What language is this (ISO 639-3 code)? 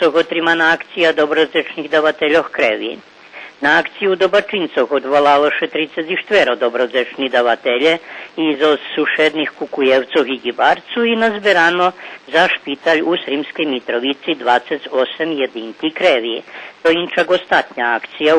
rue